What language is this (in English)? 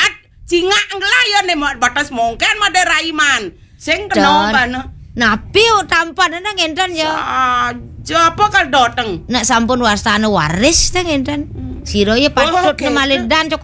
Balinese